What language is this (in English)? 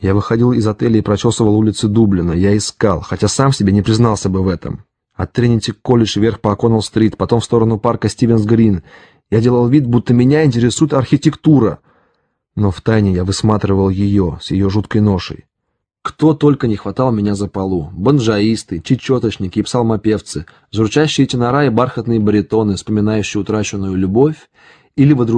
Russian